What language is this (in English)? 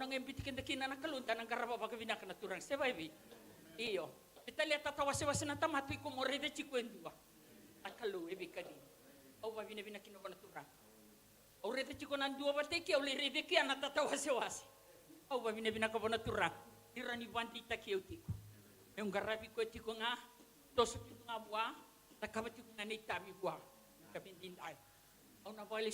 Fijian